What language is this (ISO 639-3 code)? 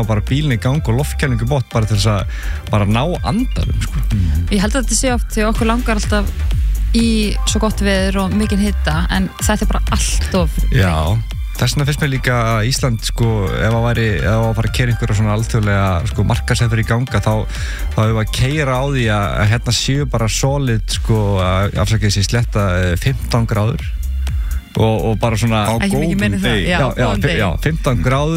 isl